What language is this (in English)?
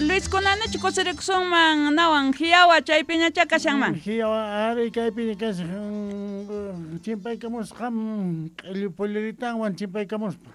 South Bolivian Quechua